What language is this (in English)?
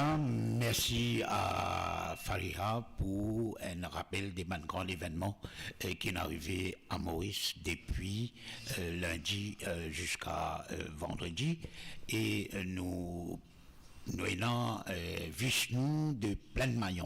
Morisyen